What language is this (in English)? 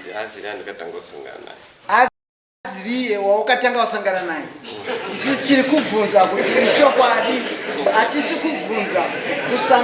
Shona